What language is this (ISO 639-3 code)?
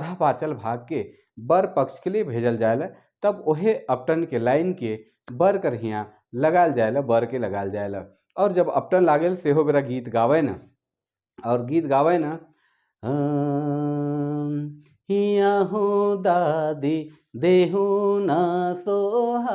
sck